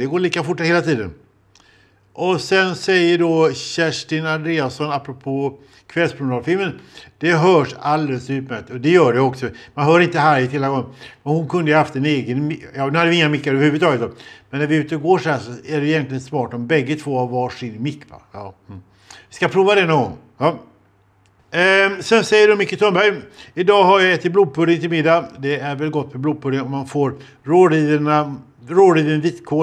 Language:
Swedish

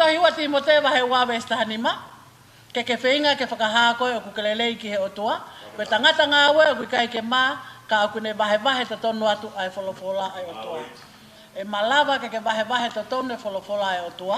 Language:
Tongan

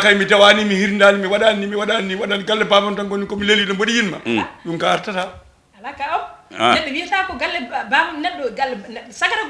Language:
Fula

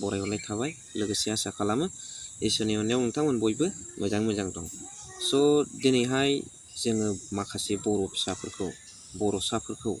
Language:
Bodo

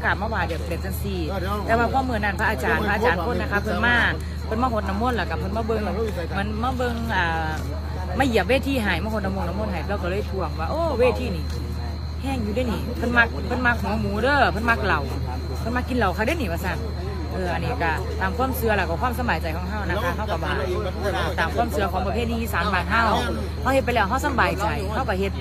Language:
Northeastern Thai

